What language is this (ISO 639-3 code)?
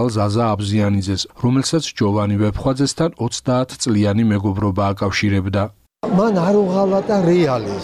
kat